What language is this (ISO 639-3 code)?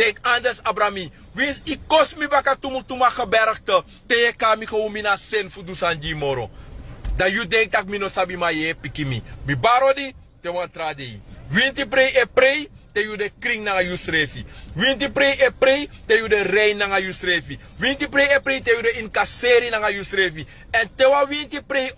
srn